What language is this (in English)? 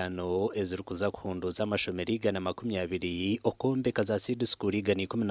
Nyankole